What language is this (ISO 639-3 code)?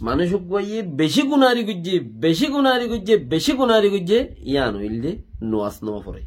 rhg